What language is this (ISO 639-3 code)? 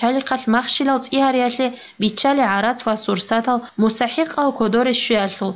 ava